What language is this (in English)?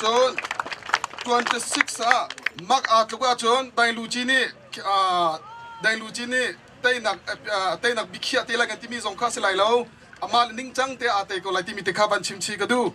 Hakha Chin